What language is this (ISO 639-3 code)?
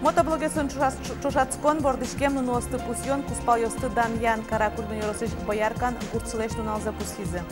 udm